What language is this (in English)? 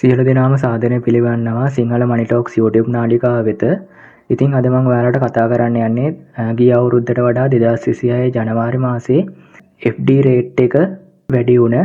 Sinhala